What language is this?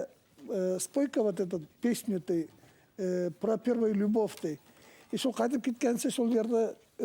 Bashkir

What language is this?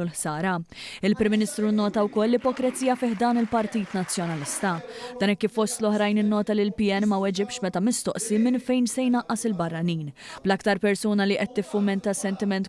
Maltese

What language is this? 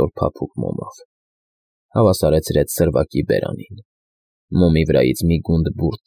Armenian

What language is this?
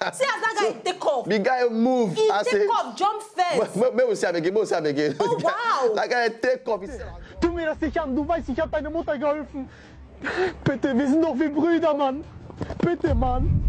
Nigerian Pidgin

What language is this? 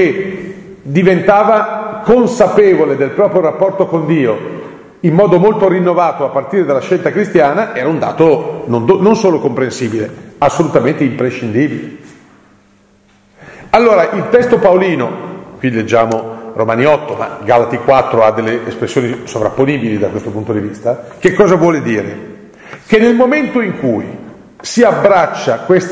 Italian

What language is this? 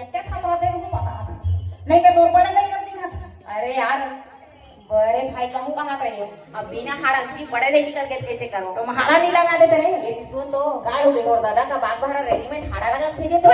Chhattisgarhi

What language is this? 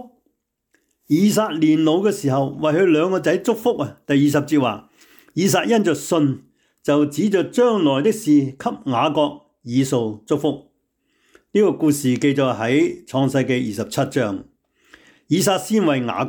Cantonese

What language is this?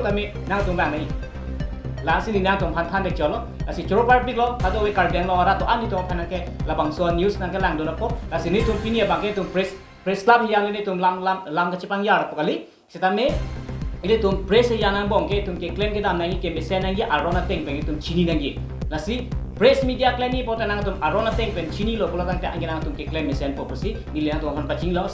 Karbi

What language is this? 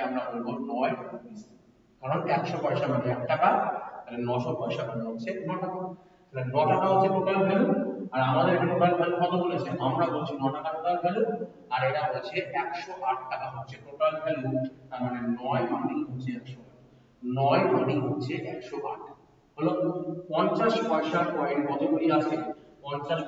Bangla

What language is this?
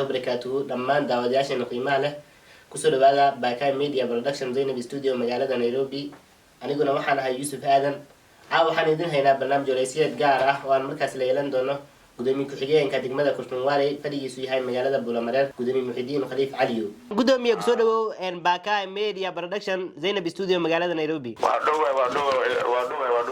Somali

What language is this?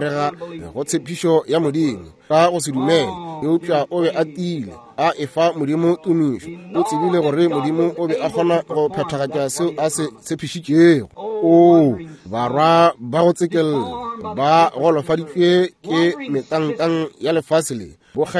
Northern Sotho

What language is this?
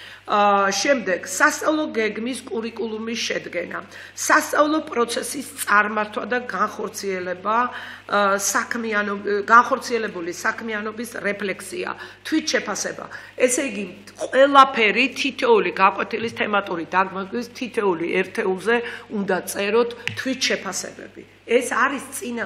Georgian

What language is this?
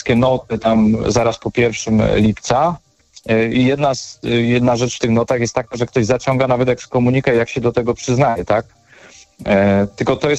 Polish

